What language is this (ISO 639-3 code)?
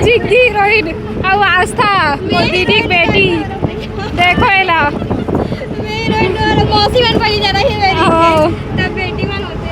hne